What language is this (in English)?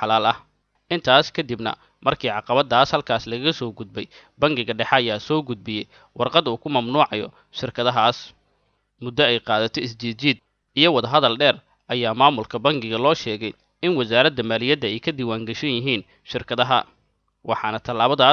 Somali